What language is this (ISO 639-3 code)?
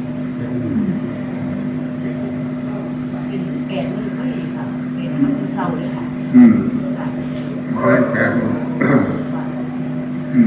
tts